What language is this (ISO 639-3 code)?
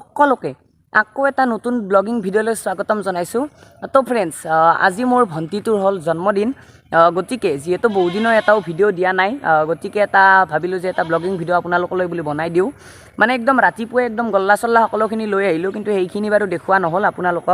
asm